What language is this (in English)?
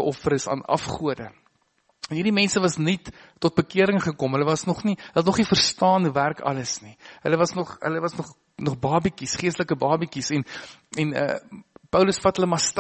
Afrikaans